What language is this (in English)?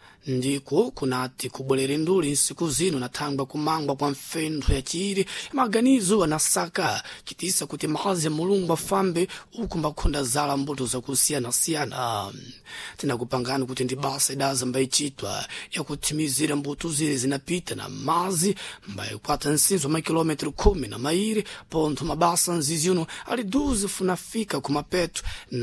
Sena